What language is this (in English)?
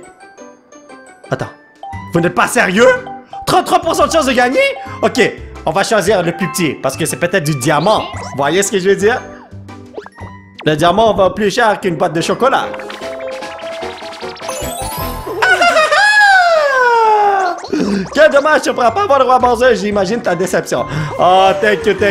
French